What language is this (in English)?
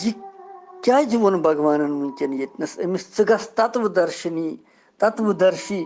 Kashmiri